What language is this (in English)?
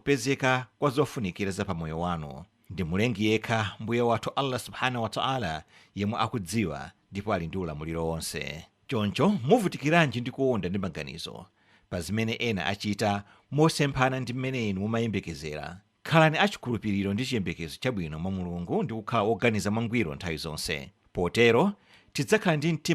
Nyanja